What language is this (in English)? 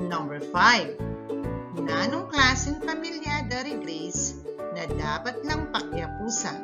Pampanga